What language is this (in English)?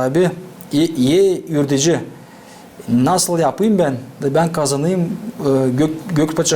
Gagauz